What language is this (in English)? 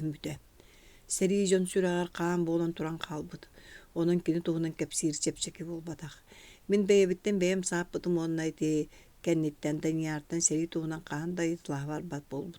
Yakut